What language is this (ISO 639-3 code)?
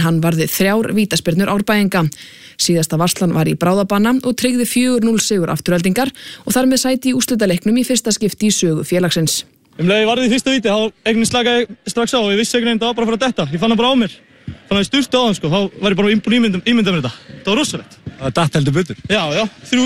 isl